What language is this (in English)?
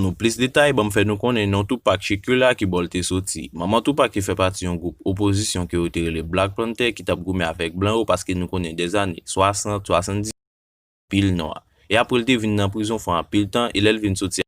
Haitian Creole